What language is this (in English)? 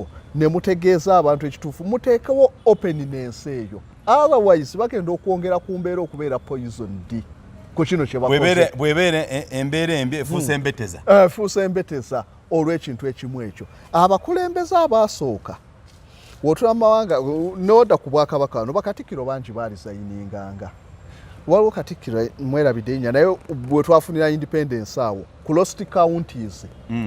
Ganda